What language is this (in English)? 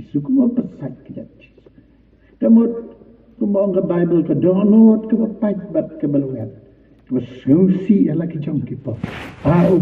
Khasi